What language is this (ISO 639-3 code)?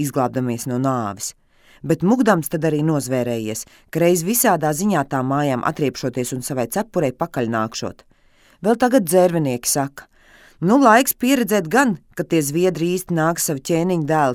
lav